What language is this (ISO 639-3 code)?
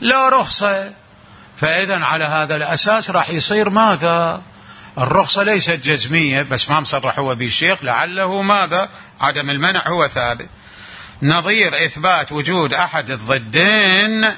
acm